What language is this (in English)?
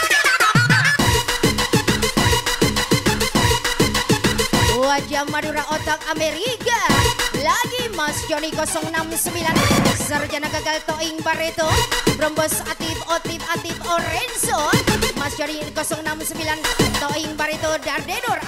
Indonesian